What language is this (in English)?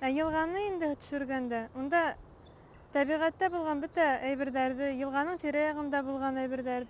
Bashkir